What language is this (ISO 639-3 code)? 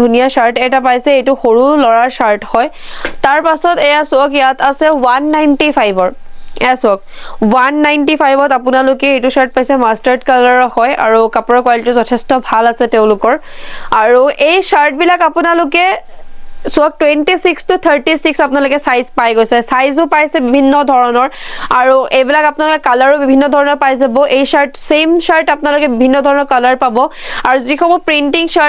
asm